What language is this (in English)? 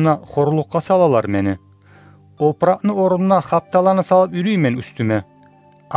Kumyk